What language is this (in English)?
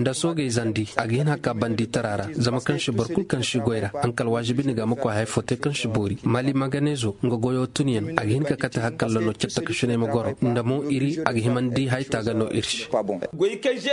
Koyraboro Senni